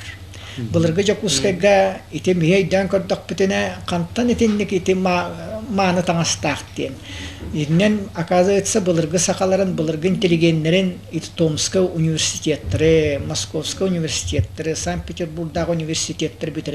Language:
Yakut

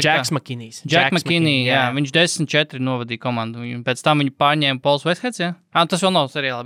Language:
Latvian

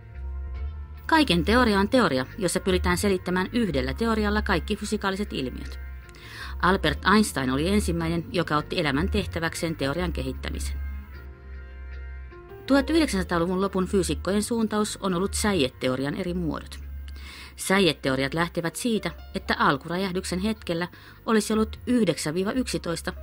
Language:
Finnish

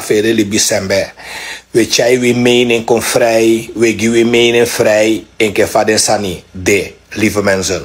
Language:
Sranan Tongo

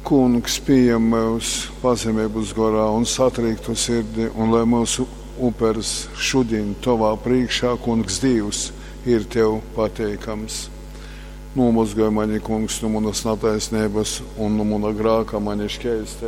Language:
Latgalian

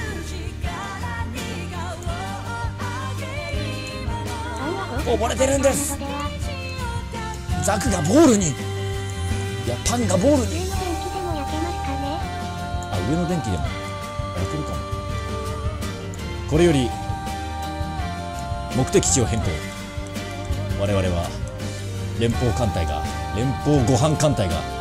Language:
Japanese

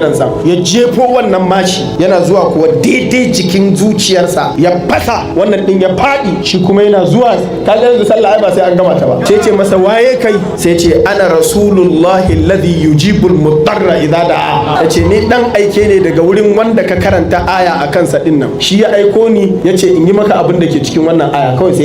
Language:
Hausa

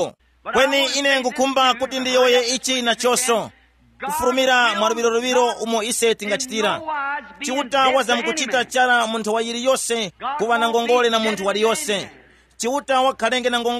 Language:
Tumbuka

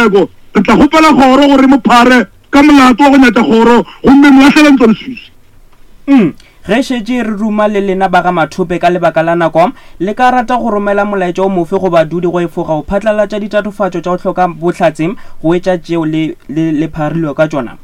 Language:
Northern Sotho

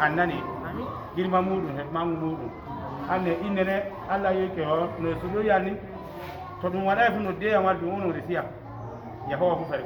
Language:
Fula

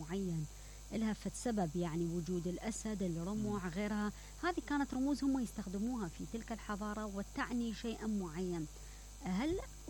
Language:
Mesopotamian Arabic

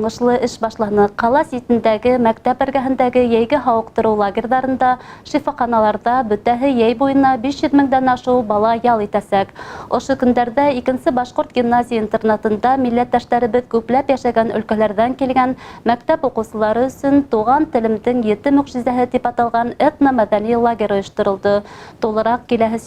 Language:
Bashkir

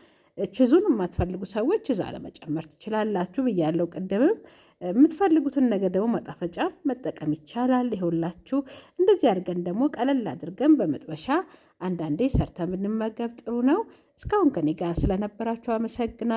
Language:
Amharic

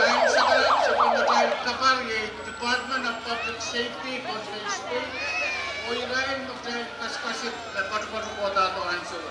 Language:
Pohnpeian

